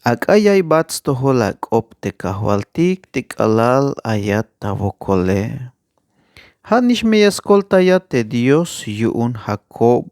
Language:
Tzeltal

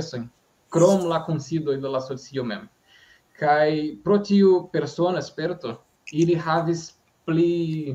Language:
Esperanto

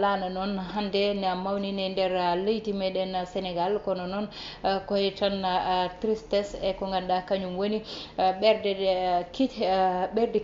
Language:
Fula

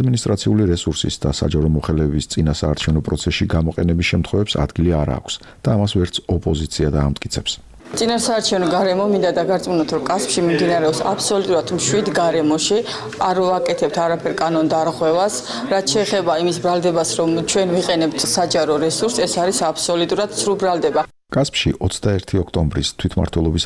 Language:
Georgian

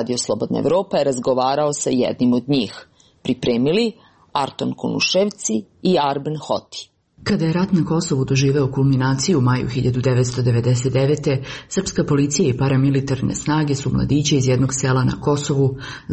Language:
Serbian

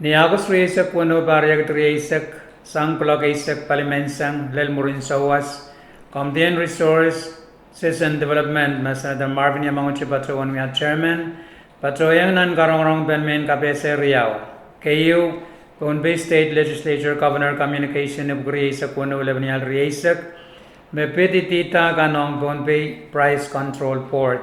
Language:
Pohnpeian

